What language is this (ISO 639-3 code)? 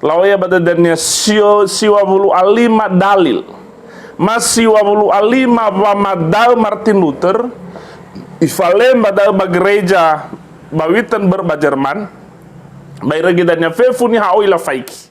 nia